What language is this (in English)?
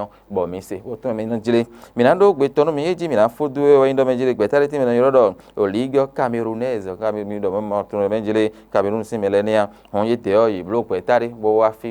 Fon